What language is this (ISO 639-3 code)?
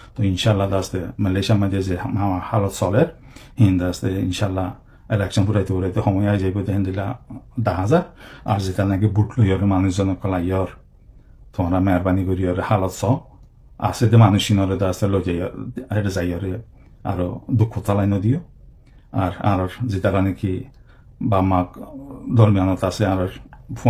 rhg